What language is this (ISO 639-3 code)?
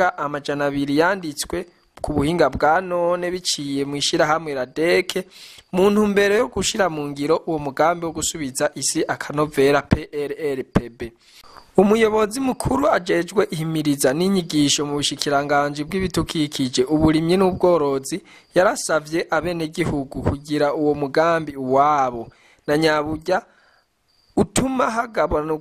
run